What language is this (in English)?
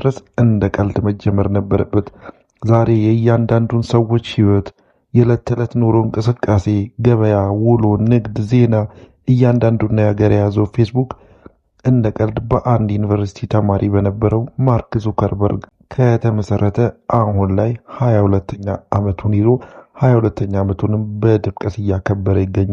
Amharic